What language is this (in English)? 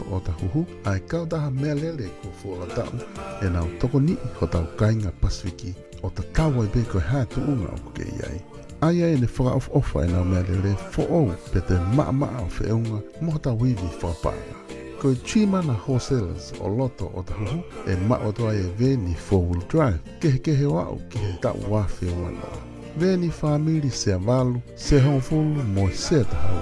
Tongan